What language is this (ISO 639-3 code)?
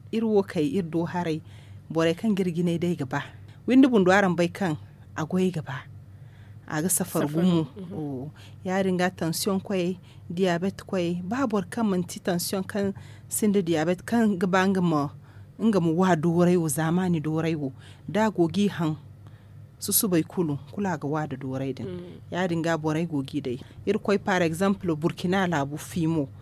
dje